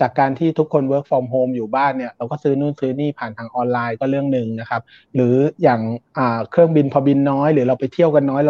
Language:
Thai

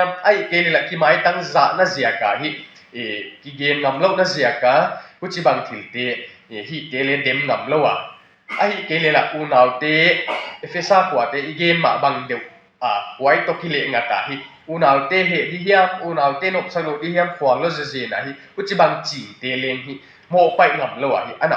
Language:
Tedim Chin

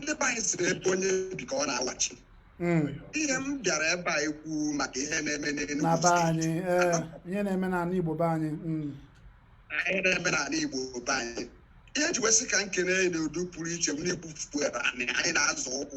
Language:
Igbo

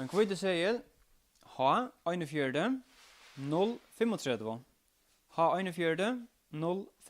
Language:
Faroese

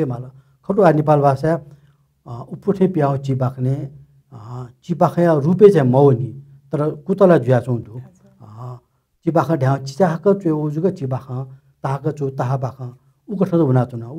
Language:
Newari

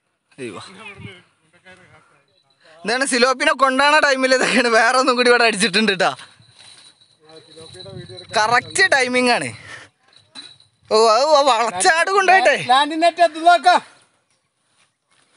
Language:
Malayalam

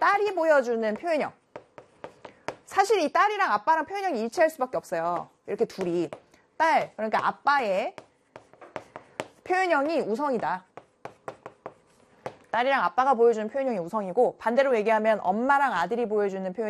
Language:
Korean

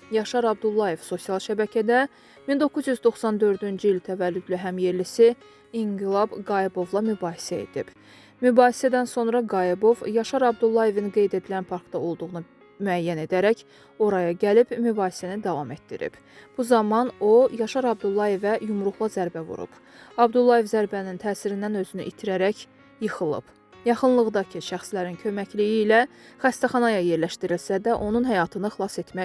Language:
Azerbaijani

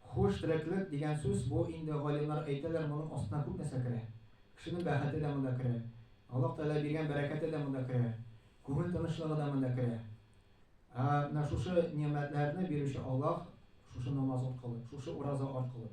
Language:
Tatar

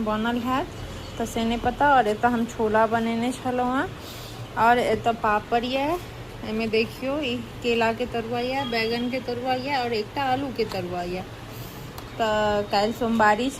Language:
Maithili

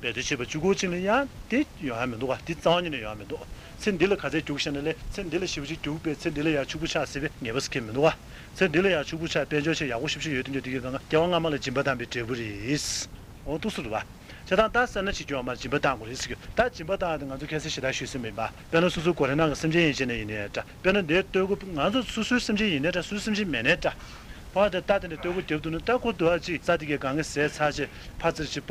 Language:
Tibetan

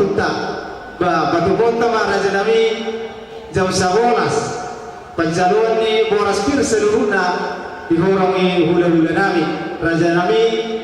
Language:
Batak Toba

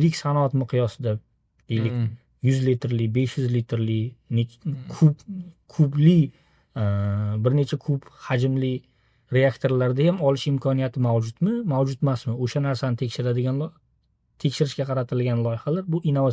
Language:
Uzbek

